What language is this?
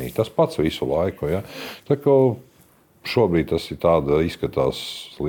Latvian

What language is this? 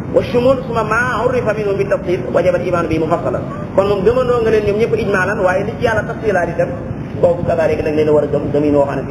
Wolof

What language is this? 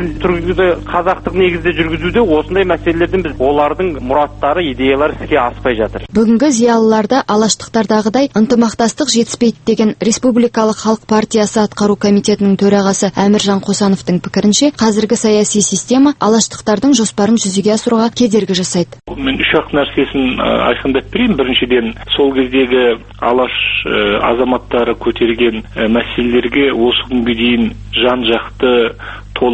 Kazakh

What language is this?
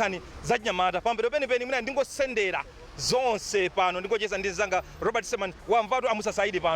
Nyanja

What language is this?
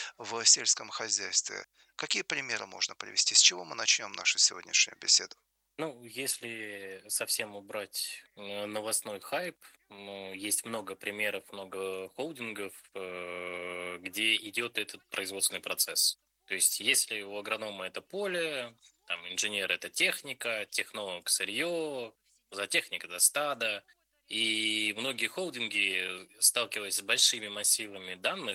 Russian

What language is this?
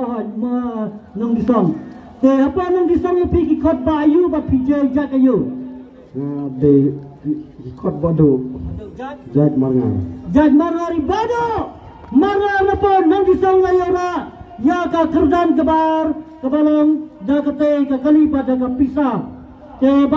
Khasi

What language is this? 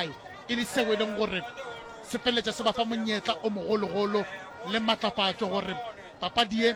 Northern Sotho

